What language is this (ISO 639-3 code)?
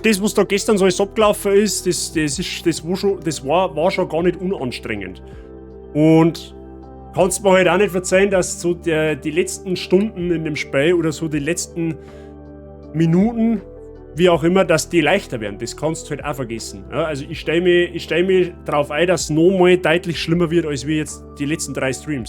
bar